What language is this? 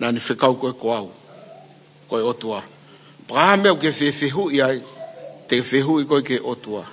Tongan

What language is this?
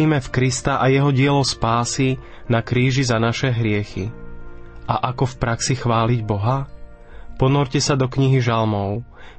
Slovak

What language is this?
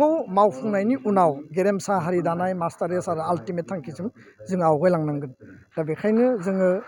Bodo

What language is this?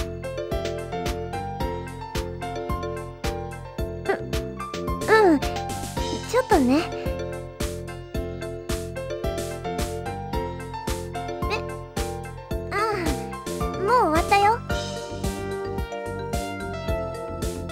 Japanese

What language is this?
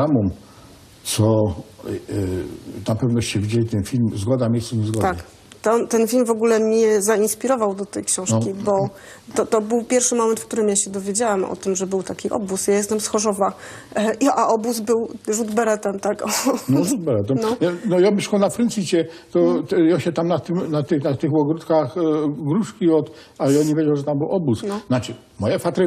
Silesian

